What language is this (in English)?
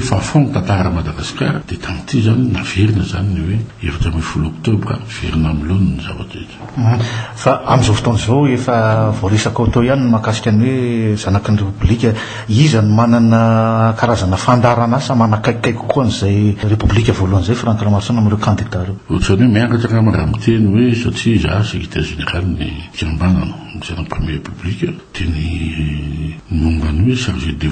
Malagasy